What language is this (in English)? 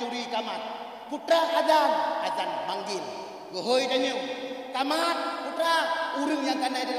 Achinese